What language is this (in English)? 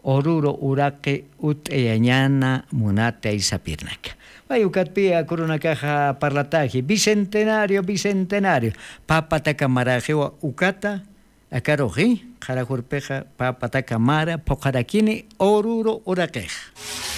Aymara